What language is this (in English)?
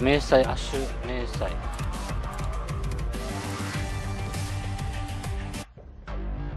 Japanese